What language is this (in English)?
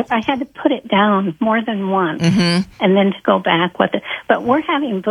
English